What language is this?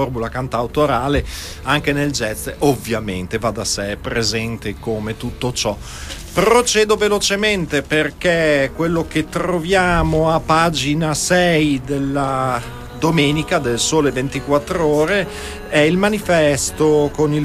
Italian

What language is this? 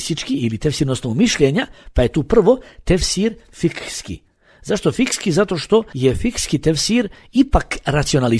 Bosnian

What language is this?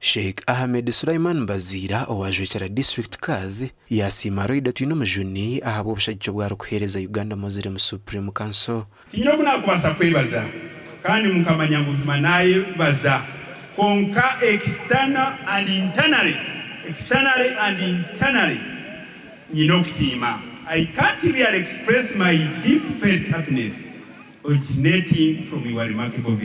Nyankole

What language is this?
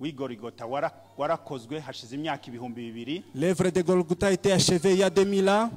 Rundi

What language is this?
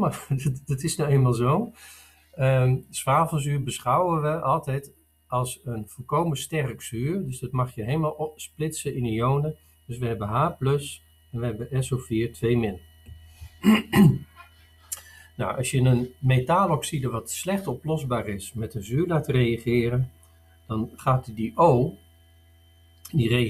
Dutch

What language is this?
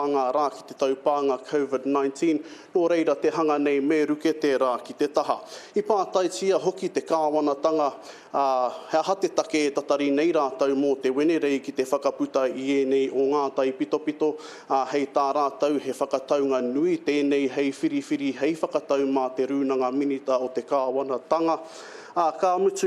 Māori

